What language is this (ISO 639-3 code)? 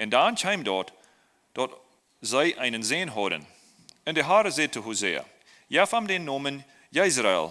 pdt